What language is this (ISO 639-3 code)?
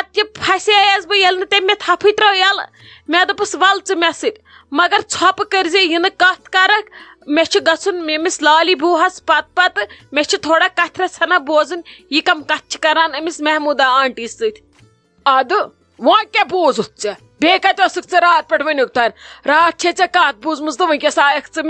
kas